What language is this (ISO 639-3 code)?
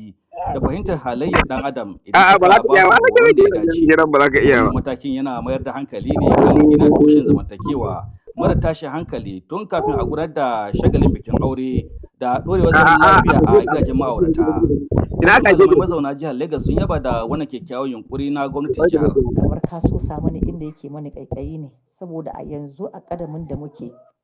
hau